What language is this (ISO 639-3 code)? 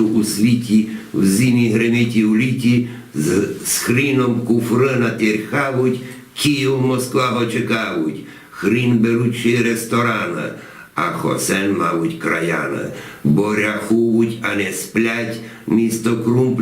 rue